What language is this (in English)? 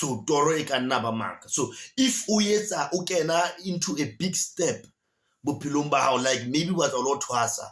Southern Sotho